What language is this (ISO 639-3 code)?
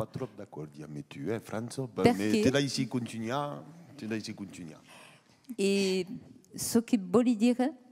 oci